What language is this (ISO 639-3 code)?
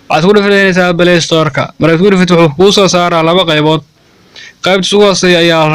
som